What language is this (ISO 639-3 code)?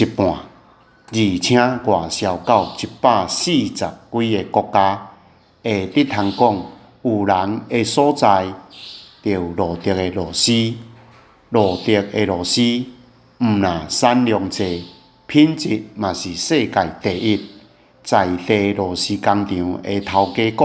nan